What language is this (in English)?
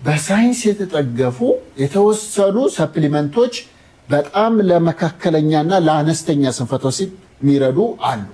Amharic